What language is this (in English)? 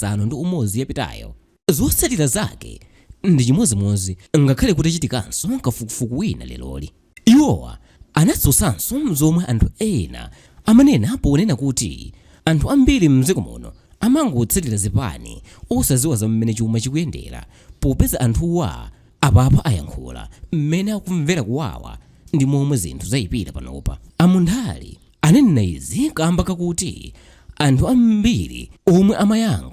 Nyanja